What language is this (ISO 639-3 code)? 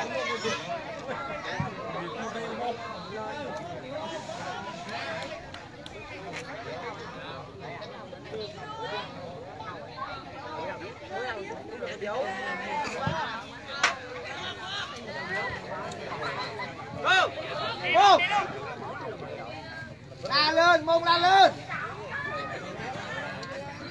vie